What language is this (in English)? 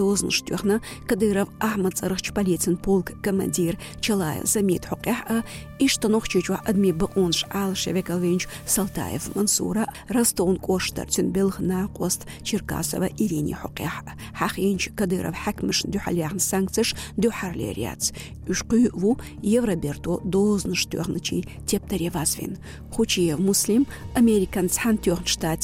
Chechen